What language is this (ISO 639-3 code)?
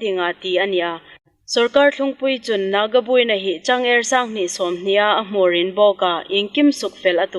hmr